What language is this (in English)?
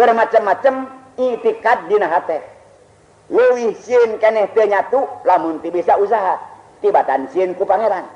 Sundanese